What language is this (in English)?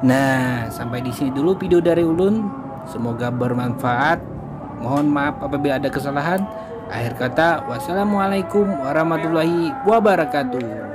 Banjar